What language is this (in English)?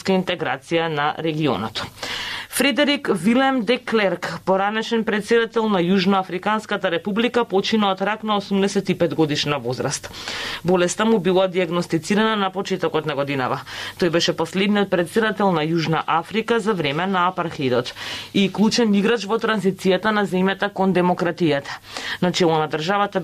Macedonian